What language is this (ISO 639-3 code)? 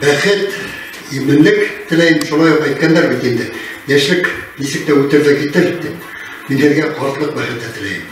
bak